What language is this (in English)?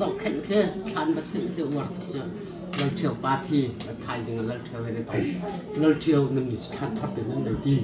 Hakha Chin